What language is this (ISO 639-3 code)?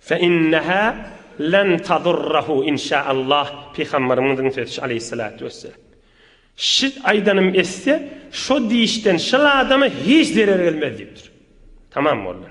tuk